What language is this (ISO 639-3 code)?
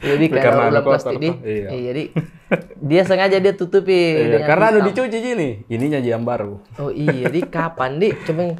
mfp